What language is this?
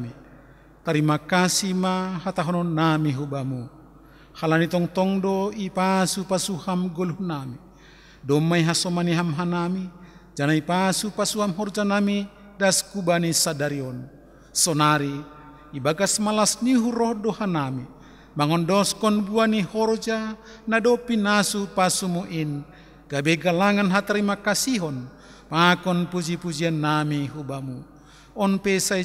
Batak Simalungun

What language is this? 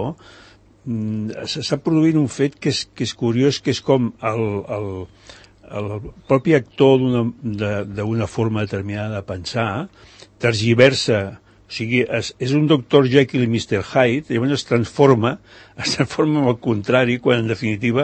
Catalan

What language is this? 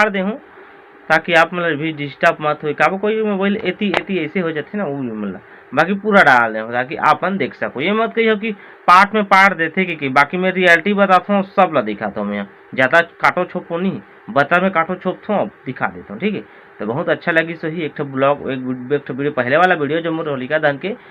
Chhattisgarhi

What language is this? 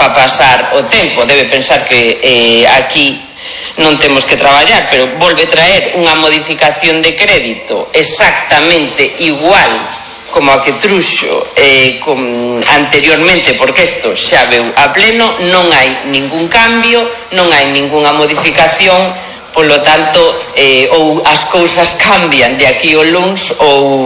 Galician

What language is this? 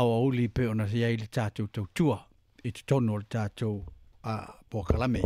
Samoan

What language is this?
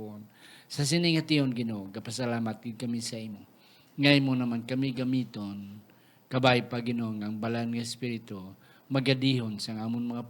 Hiligaynon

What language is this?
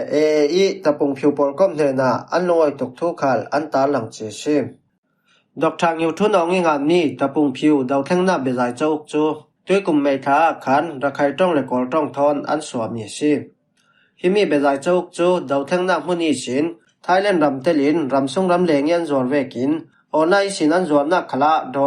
Falam Chin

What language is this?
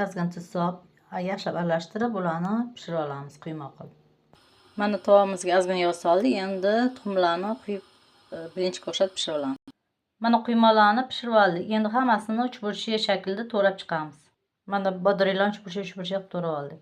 Uzbek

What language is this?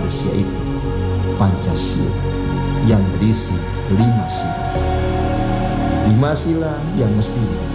Indonesian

